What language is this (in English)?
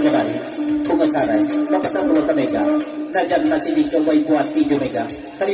Minangkabau